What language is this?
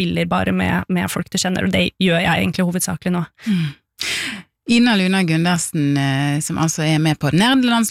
Norwegian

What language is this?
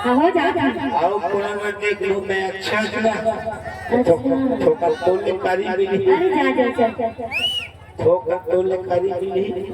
Chhattisgarhi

